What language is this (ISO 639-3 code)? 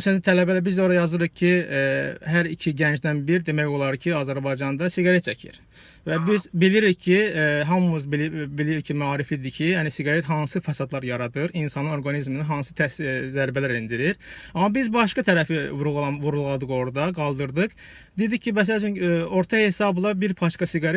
aze